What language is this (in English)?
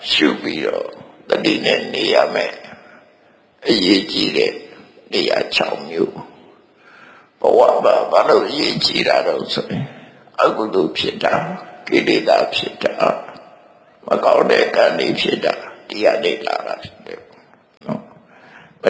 Burmese